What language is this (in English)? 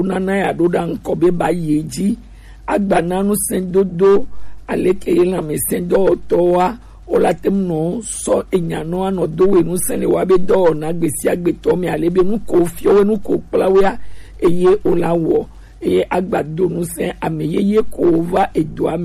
Gen